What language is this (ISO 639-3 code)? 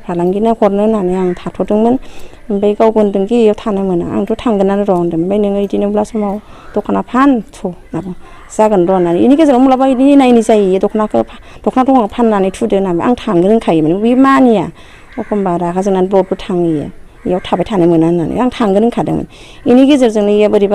brx